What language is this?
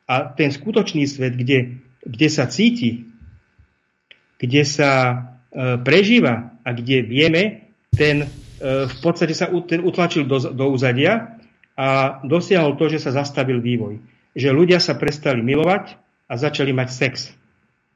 Slovak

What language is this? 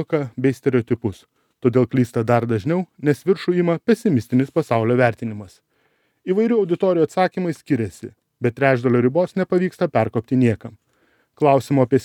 Lithuanian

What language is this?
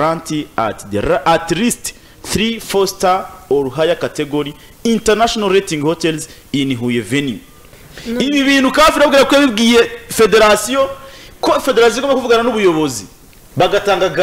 Kinyarwanda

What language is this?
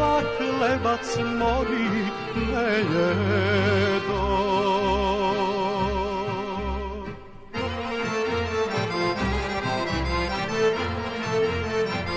Serbian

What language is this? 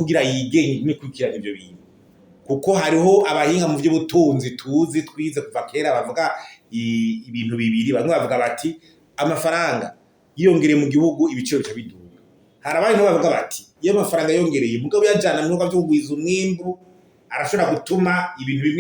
Rundi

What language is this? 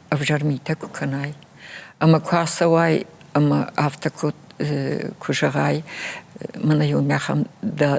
Ossetic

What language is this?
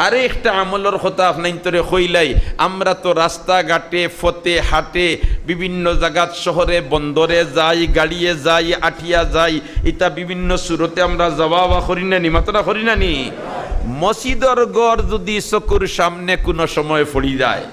Sylheti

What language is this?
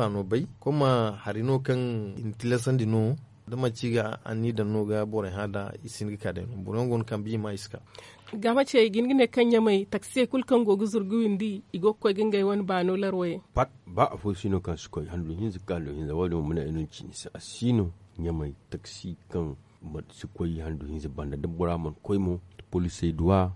Zarma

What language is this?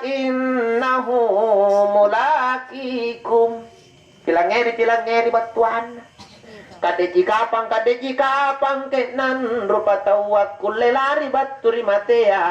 Makasar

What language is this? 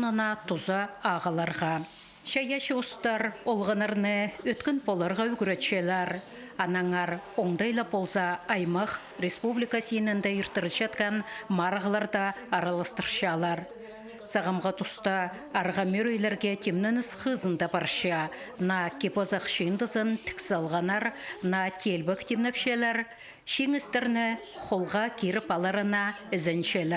Khakas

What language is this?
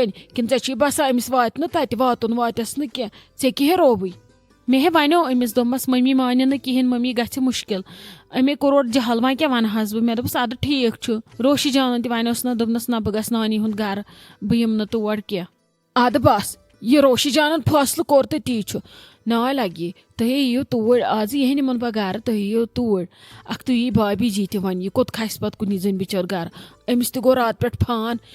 Kashmiri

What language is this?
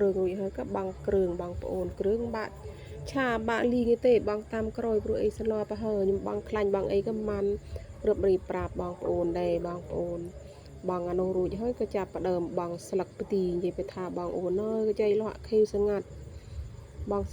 Khmer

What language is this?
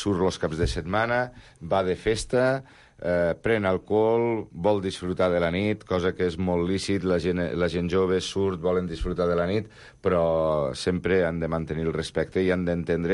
Catalan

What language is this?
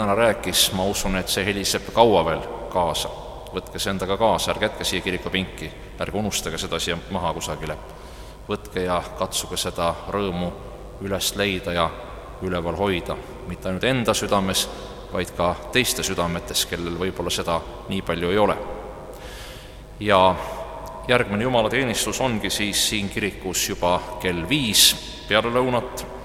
Estonian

